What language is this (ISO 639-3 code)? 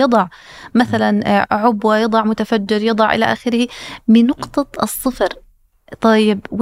ara